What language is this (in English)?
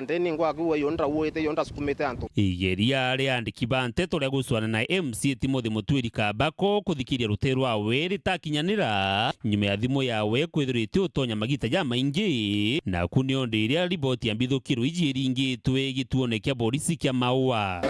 Meru